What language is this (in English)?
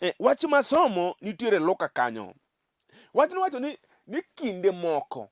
Luo (Kenya and Tanzania)